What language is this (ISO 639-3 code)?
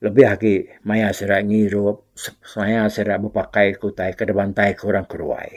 iba